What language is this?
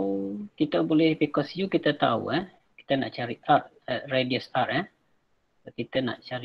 Malay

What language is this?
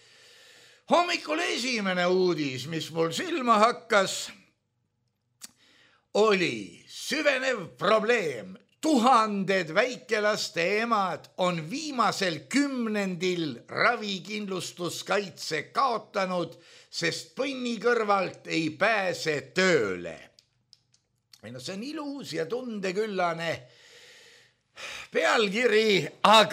Estonian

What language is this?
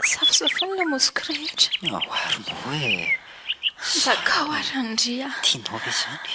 Malagasy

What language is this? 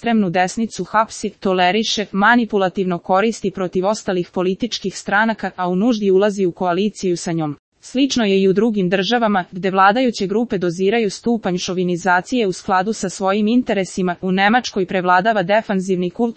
Serbian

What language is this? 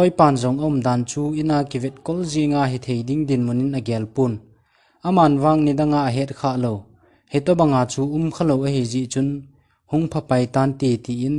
Thado Chin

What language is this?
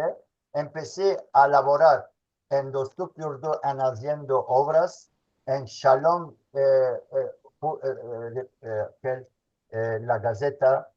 Ladino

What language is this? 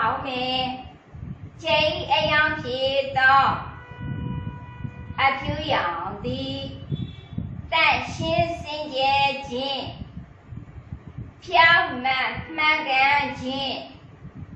Burmese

